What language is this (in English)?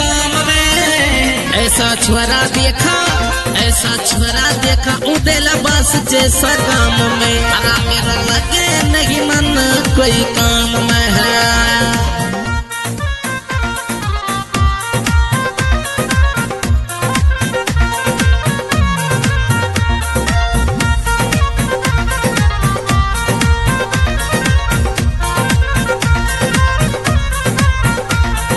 Bhojpuri